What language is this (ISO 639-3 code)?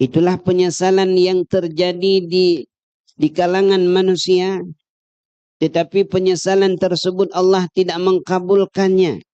ace